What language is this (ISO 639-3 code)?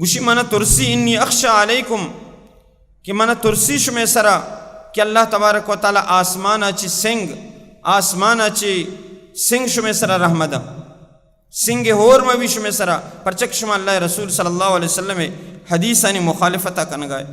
bal